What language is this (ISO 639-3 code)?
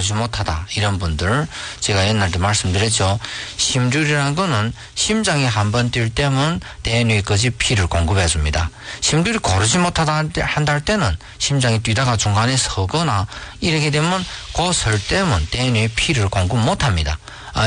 kor